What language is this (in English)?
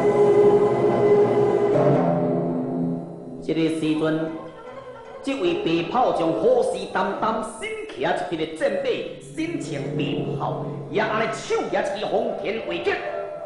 Min Nan Chinese